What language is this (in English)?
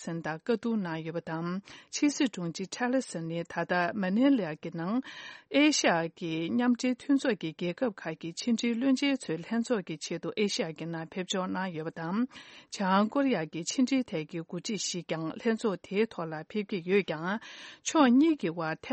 Tibetan